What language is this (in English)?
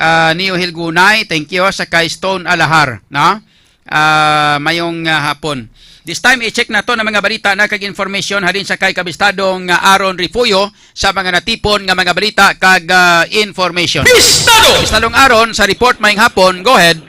Hiligaynon